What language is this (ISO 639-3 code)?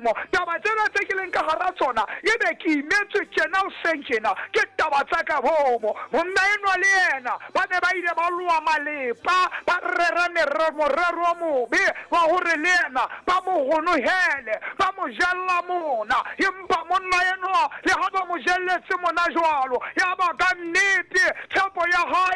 sot